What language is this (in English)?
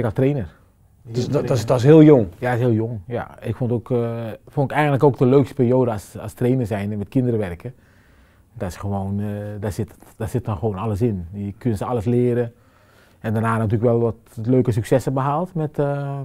Dutch